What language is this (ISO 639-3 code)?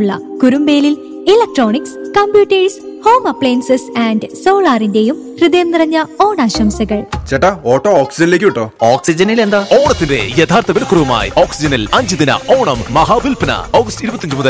mal